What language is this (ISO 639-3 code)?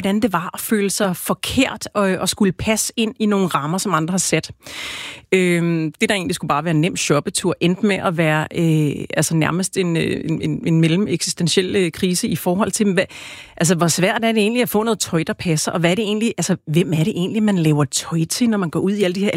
dan